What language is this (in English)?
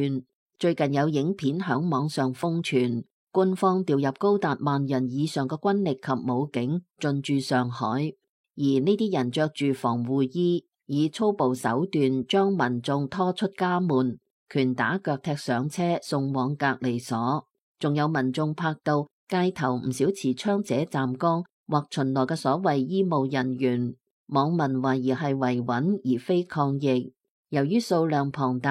Cantonese